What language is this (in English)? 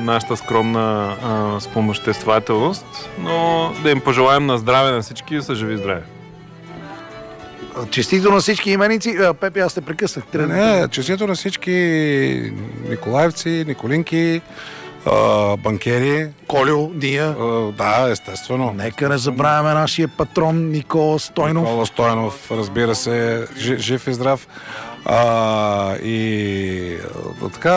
Bulgarian